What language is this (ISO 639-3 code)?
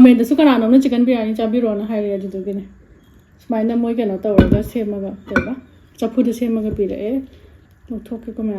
mni